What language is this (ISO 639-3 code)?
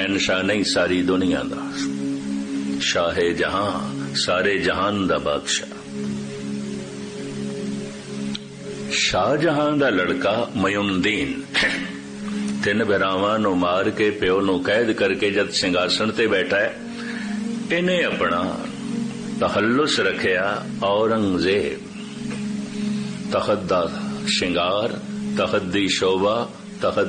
pan